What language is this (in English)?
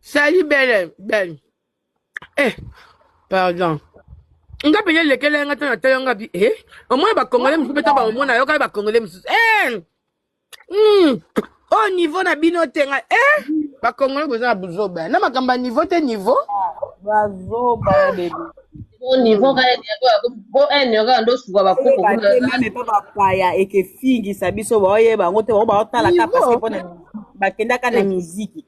Lingala